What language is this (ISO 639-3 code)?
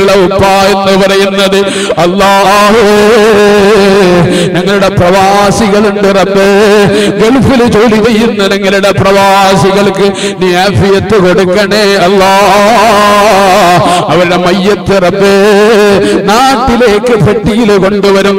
mal